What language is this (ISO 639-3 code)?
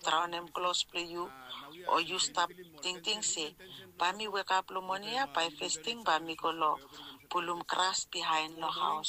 bis